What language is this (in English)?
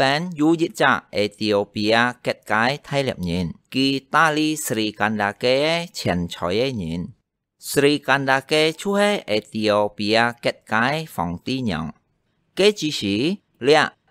Hakka Chinese